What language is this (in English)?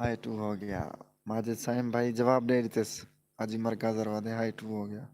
Saraiki